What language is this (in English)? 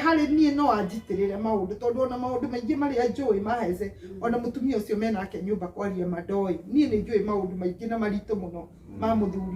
Kikuyu